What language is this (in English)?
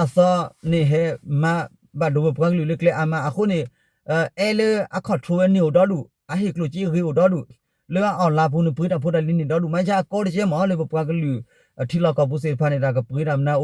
S'gaw Karen